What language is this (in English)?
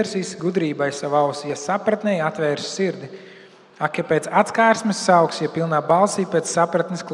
Latvian